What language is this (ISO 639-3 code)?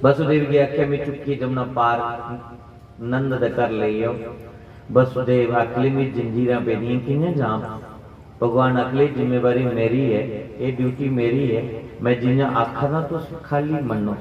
doi